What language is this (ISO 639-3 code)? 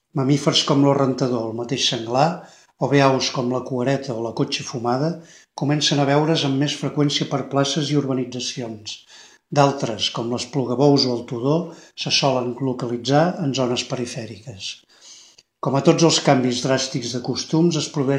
cat